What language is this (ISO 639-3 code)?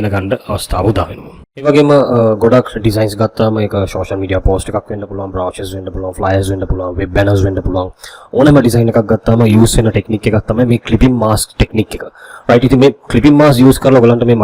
sin